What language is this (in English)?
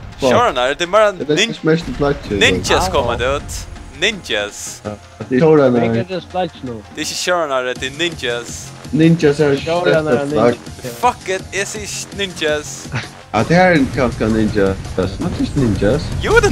Faroese